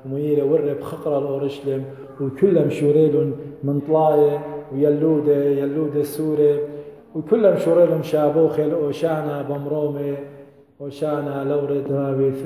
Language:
Assyrian Neo-Aramaic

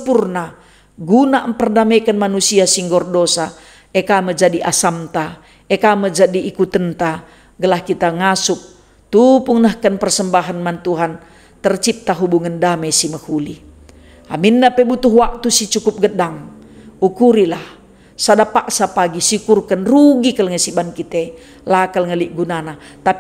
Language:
Batak Karo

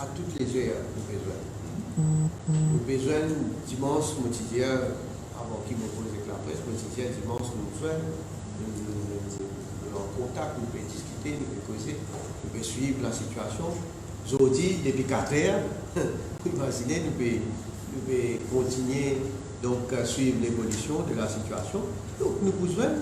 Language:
Morisyen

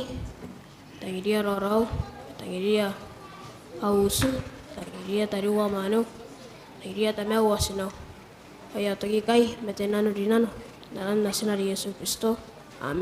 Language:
Gilbertese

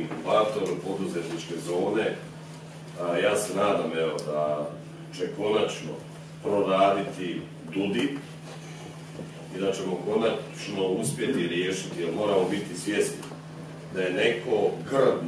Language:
Croatian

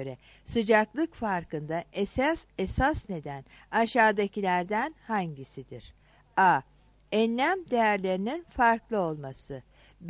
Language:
Turkish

